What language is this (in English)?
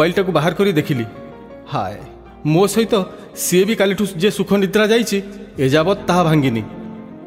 Odia